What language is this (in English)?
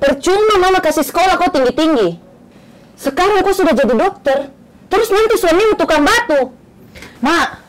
Makassar Malay